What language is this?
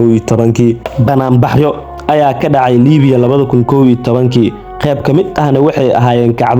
Somali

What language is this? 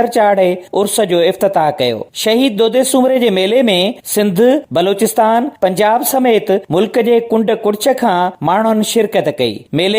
Sindhi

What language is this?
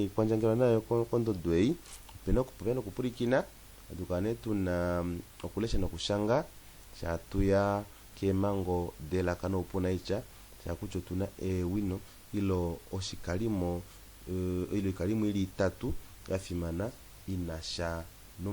Kuanyama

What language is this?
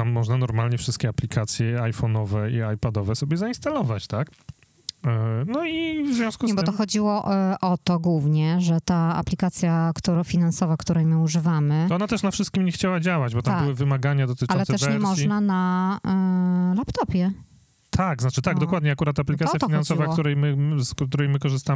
Polish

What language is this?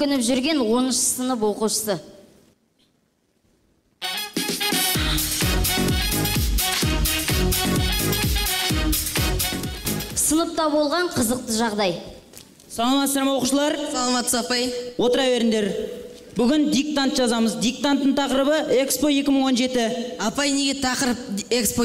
Kazakh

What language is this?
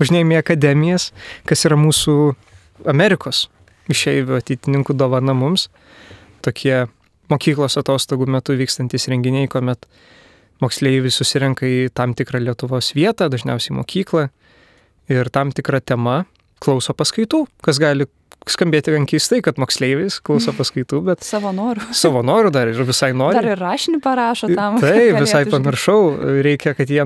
Lithuanian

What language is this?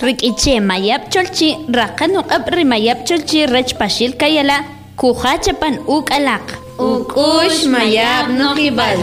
Kʼicheʼ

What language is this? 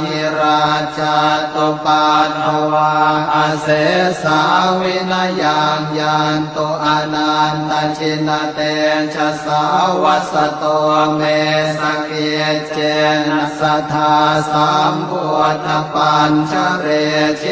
Pali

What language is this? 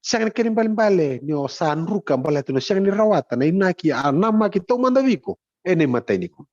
Fijian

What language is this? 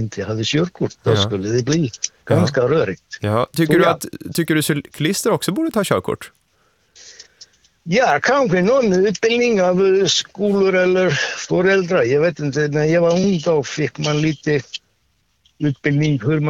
Swedish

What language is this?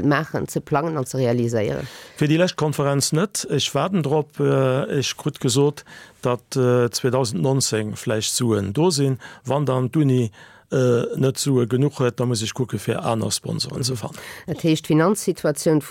Luxembourgish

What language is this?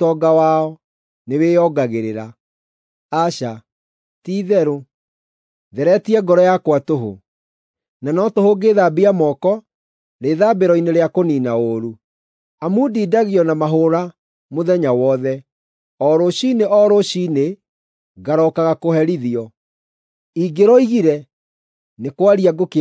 Kikuyu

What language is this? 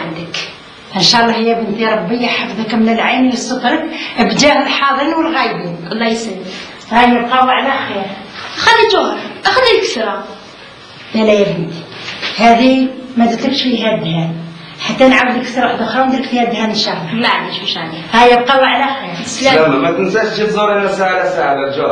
Algerian Arabic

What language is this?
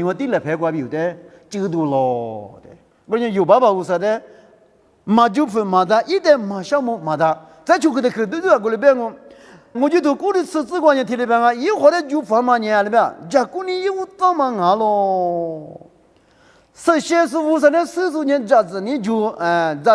Lisu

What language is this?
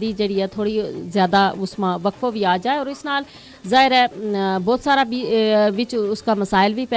Gujari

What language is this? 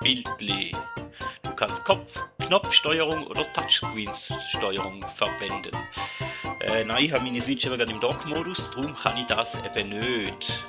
Swiss German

